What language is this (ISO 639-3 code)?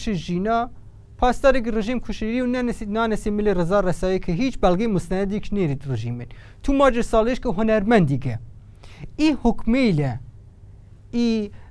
fas